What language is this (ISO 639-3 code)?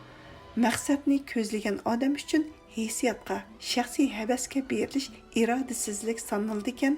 uig